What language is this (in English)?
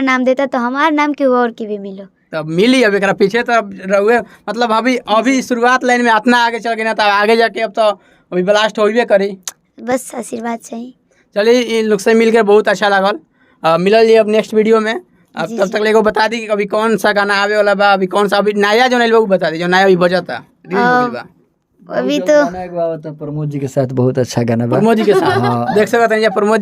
Bhojpuri